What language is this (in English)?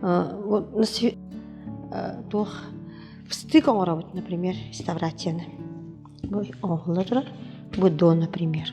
Yakut